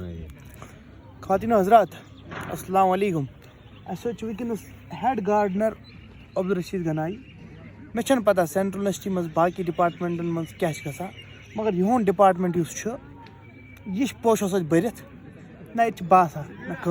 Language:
Kashmiri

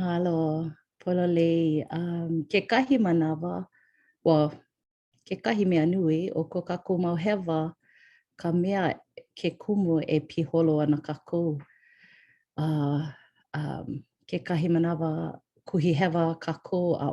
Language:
Hawaiian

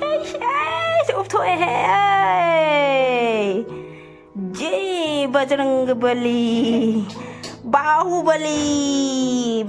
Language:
Manipuri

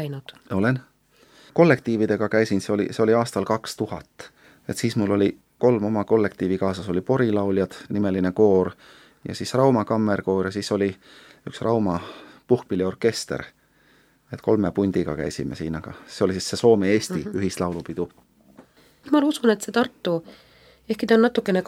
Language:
Estonian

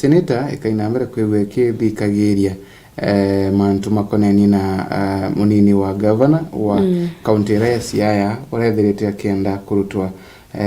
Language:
Meru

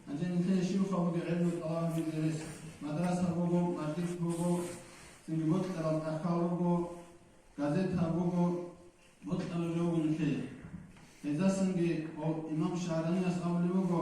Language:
Avaric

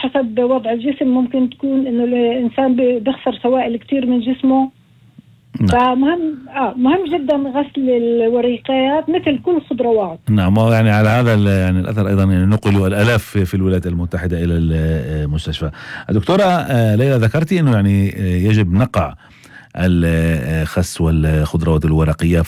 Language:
North Levantine Arabic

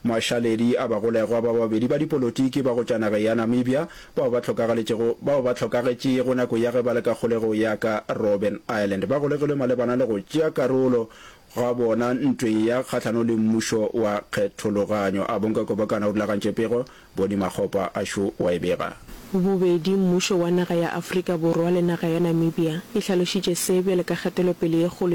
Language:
Northern Sotho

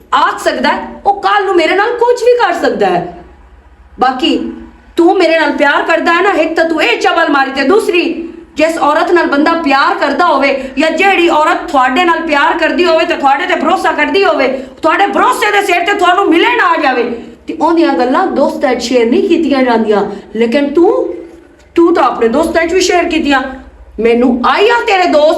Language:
Western Panjabi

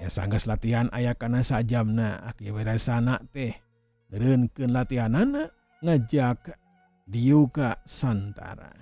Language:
Sundanese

